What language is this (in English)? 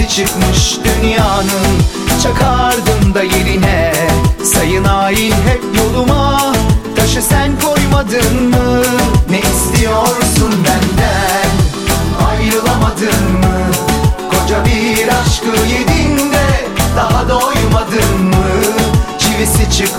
Turkish